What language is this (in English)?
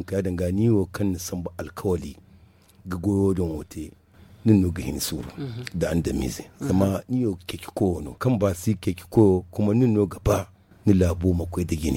Zarma